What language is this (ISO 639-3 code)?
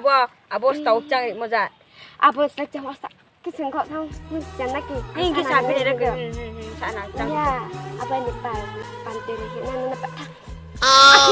ria